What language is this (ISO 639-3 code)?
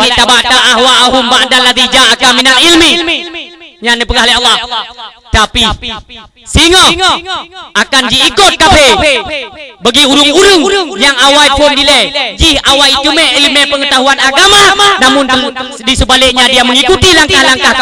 ace